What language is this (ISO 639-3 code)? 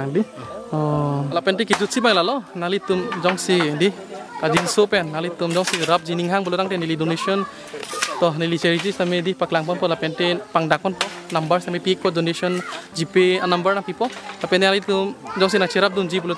mjw